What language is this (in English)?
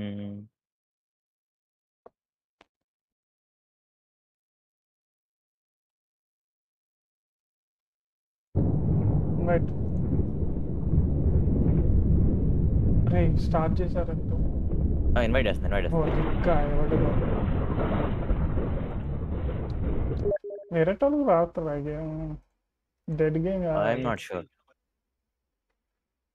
Telugu